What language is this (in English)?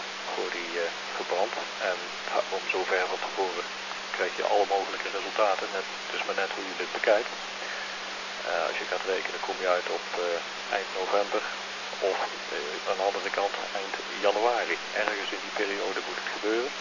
Dutch